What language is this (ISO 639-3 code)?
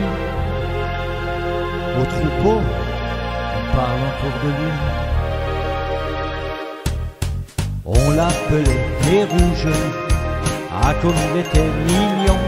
fra